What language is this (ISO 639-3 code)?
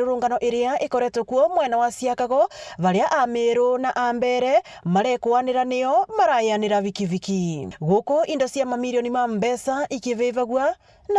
mer